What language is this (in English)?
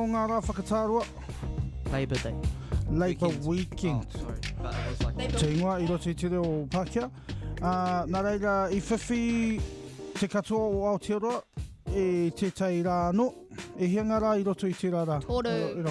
Māori